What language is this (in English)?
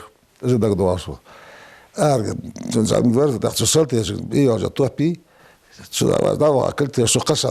Ingush